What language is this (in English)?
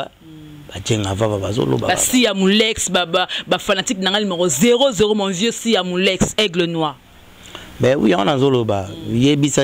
Lingala